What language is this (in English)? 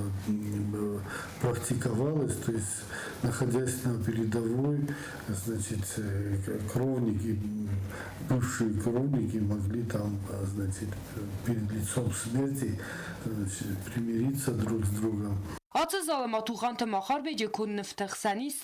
Ossetic